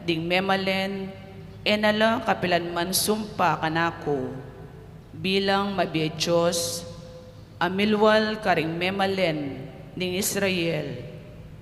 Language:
Pampanga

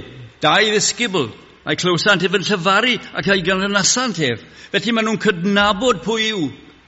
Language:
Welsh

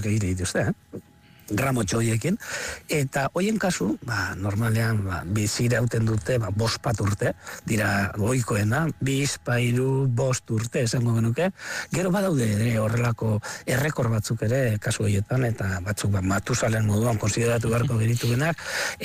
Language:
Basque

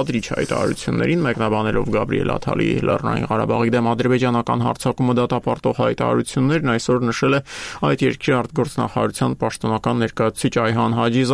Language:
Armenian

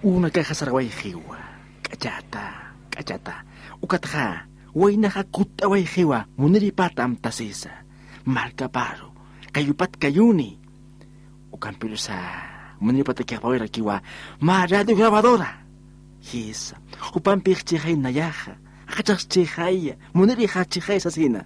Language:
Aymara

